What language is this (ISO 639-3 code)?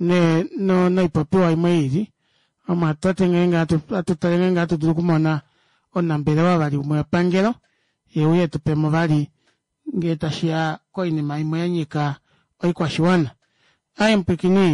kua